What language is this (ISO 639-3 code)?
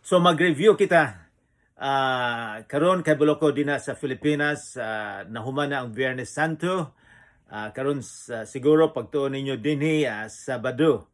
ceb